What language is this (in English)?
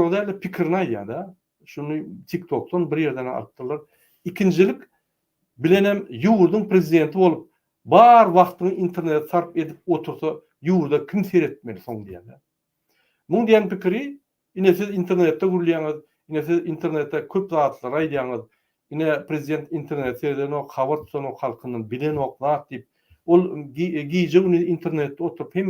Turkmen